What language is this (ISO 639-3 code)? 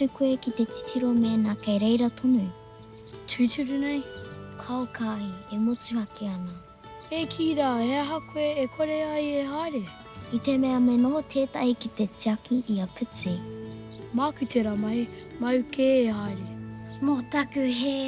mri